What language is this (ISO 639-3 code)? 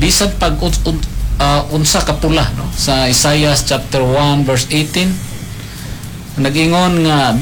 ceb